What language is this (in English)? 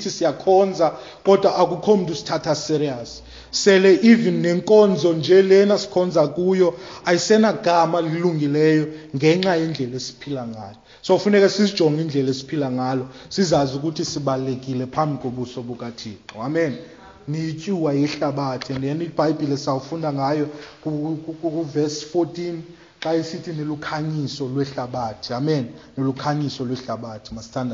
Xhosa